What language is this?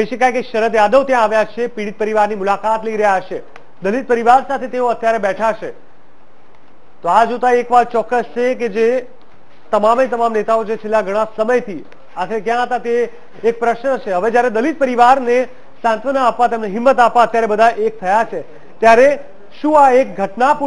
Gujarati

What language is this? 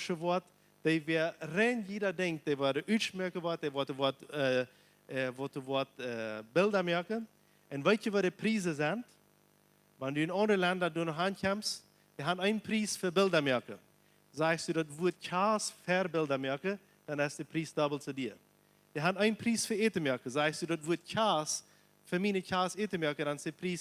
Plautdietsch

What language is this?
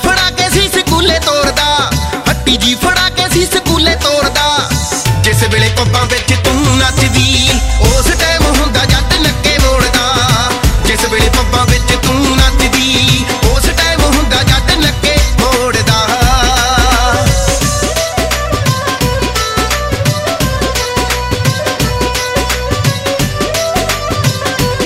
Punjabi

